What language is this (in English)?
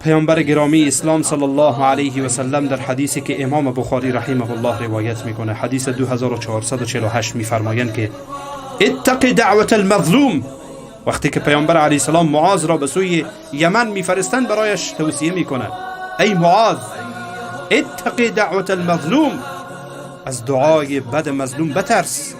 Persian